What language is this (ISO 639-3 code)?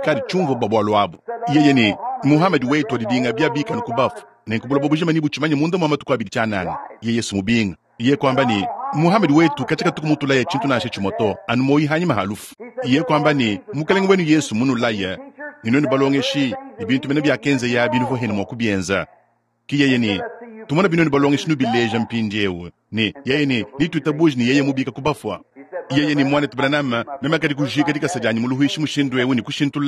lua